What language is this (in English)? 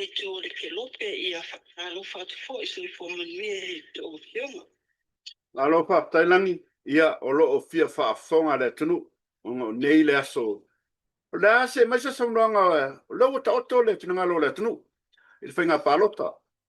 Samoan